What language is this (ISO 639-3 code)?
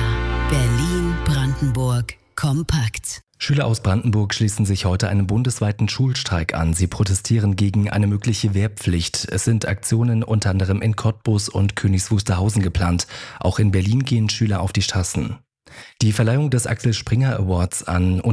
deu